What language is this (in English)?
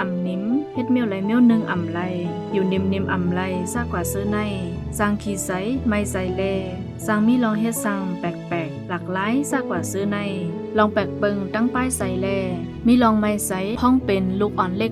Shan